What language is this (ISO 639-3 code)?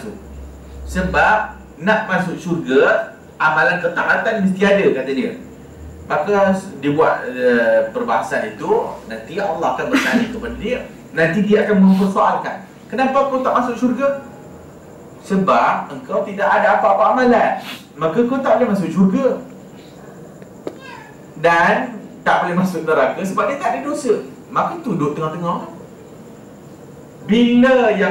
msa